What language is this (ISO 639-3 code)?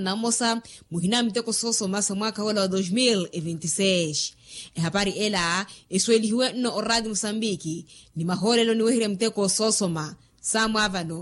vmw